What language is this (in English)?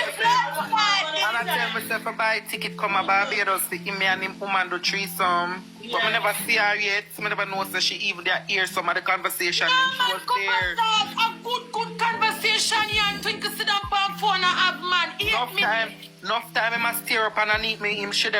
Jamaican Creole English